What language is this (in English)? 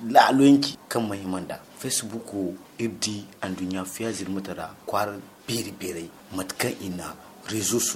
Zarma